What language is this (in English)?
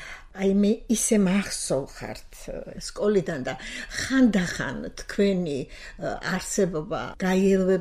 Georgian